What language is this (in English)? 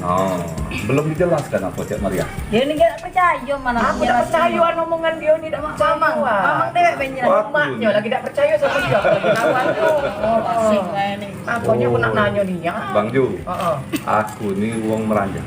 Musi